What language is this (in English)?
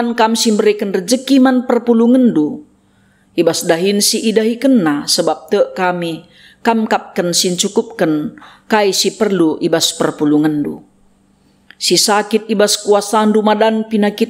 Batak Karo